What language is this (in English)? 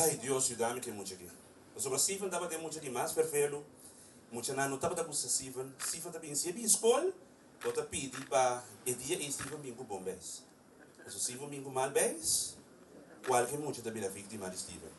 Papiamento